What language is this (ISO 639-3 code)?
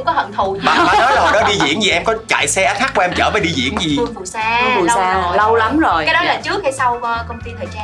vie